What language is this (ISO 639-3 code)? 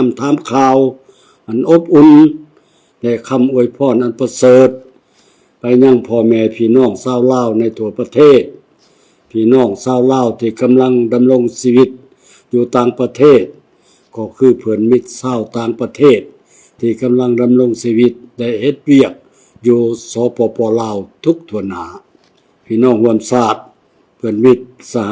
lao